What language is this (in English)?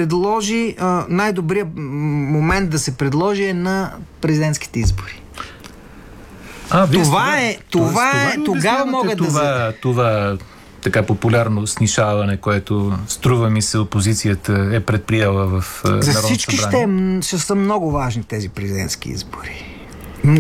Bulgarian